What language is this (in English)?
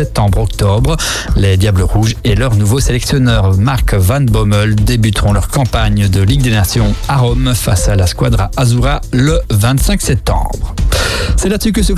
French